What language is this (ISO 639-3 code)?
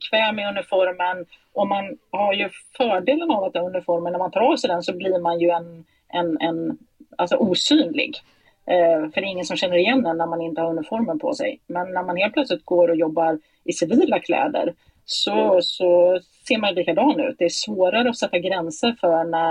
swe